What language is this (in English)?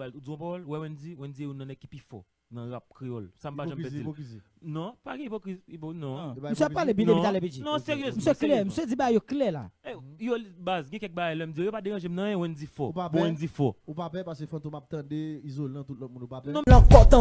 Haitian Creole